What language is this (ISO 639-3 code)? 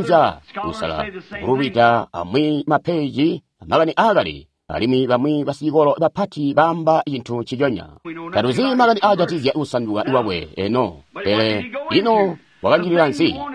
toi